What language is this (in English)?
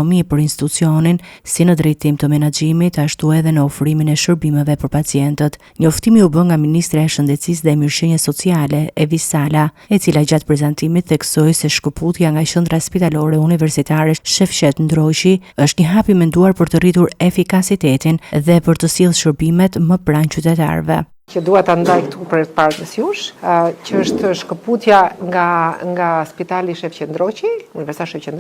Albanian